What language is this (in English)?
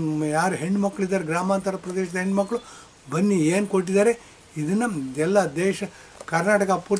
Kannada